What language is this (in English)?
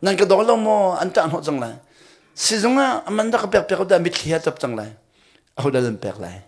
Hakha Chin